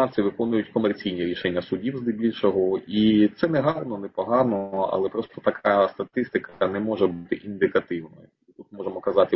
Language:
Ukrainian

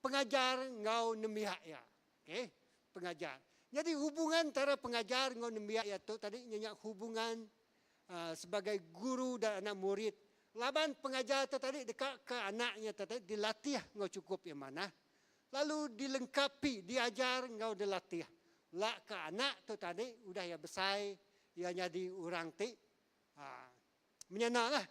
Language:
Iban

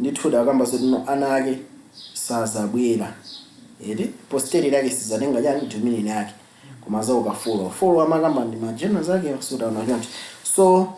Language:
Nyanja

